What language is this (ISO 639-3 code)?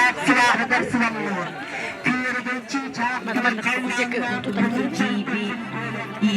sah